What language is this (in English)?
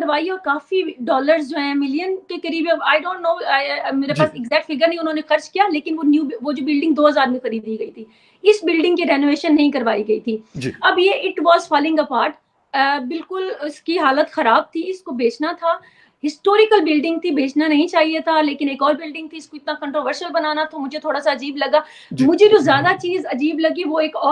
Urdu